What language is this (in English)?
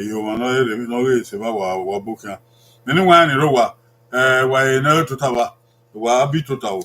Bini